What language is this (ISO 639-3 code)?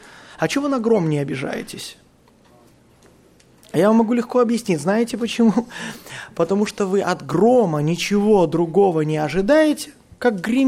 rus